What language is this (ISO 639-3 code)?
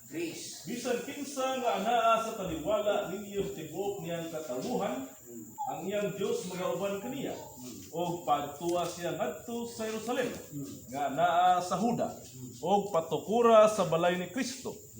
ceb